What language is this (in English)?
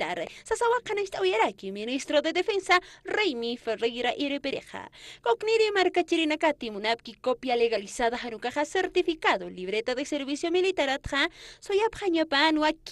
Aymara